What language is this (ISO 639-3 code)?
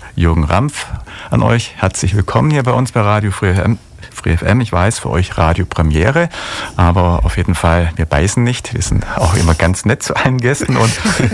deu